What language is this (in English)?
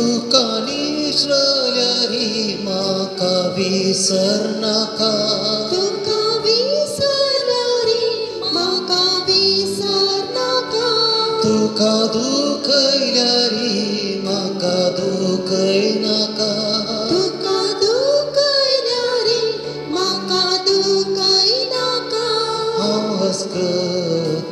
Konkani